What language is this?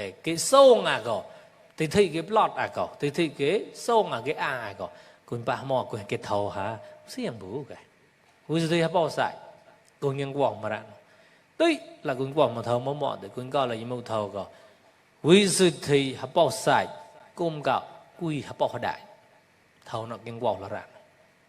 Mon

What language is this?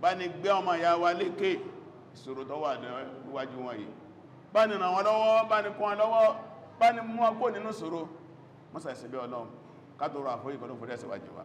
Yoruba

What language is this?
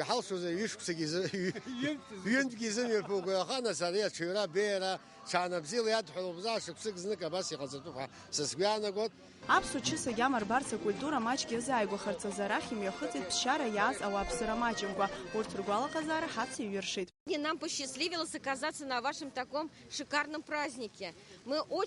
Abkhazian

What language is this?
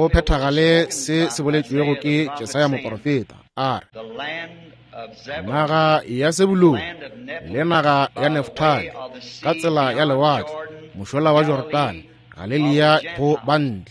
Northern Sotho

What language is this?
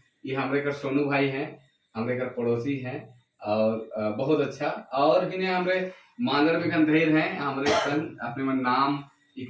Sadri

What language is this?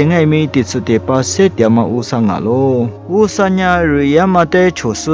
Lisu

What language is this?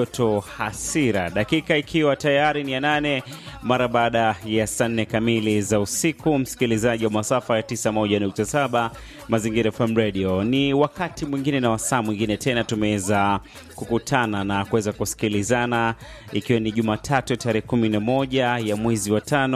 Swahili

